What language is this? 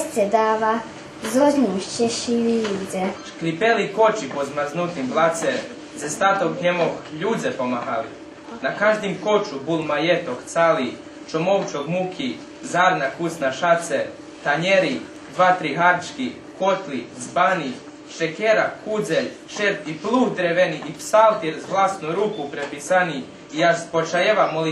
Rusyn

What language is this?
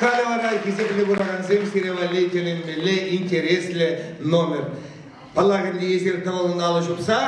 Chuvash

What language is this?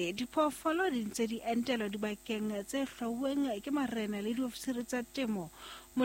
Southern Sotho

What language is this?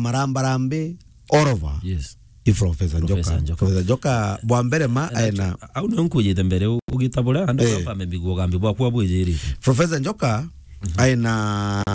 Meru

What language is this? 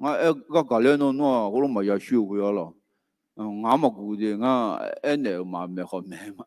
Akha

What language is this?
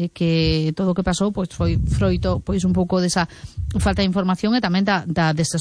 Galician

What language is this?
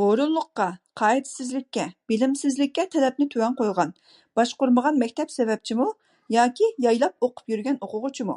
Uyghur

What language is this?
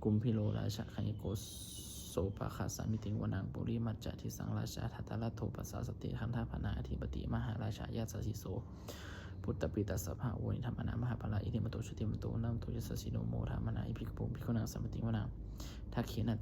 Pali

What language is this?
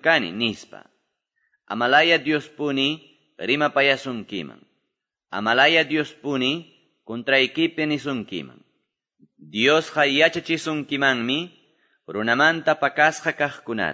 Quechua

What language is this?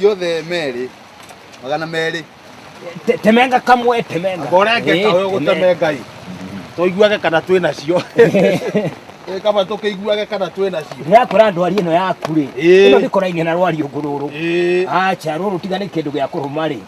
Kikuyu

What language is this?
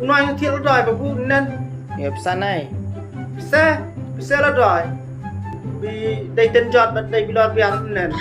Khasi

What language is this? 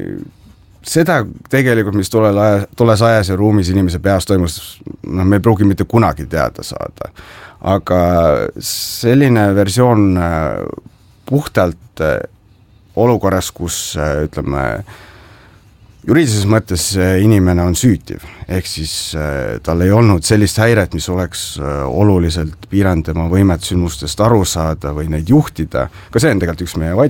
Estonian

